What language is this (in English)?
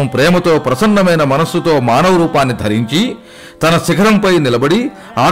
Telugu